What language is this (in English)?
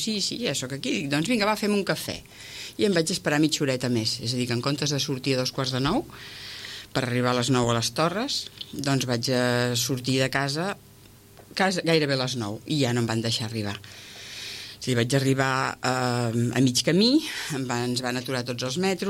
Catalan